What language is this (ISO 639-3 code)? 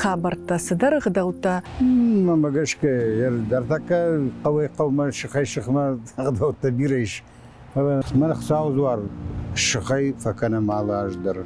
oss